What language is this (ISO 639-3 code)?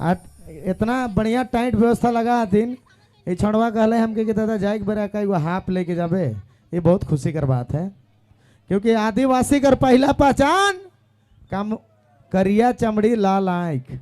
sck